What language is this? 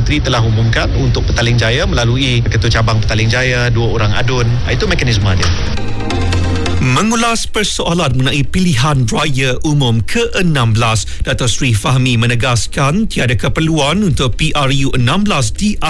Malay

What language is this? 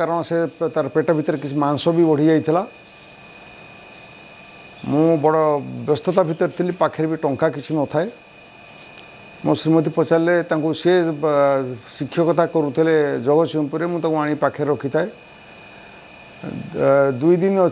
Odia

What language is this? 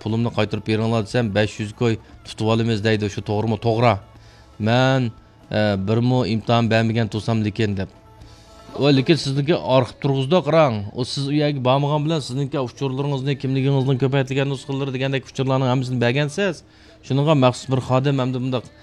Uyghur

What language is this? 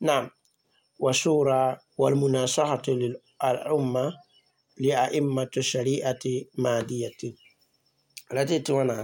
Mossi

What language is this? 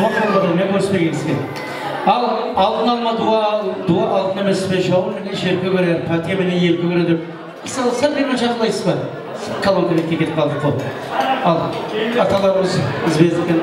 Kara-Kalpak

